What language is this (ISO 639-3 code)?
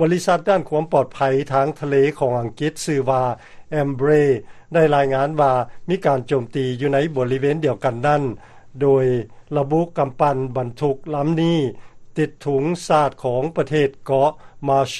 lao